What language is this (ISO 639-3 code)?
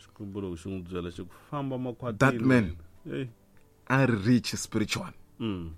tso